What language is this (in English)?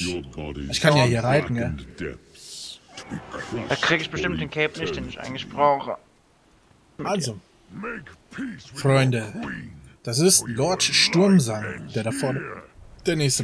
German